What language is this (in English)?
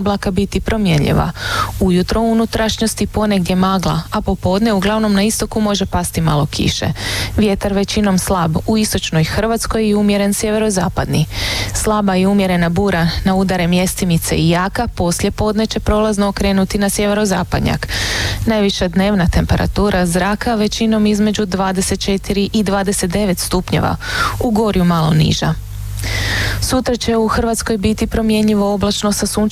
Croatian